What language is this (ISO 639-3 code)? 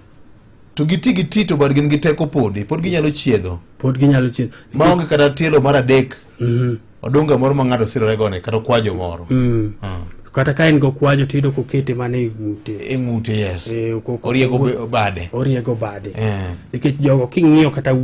luo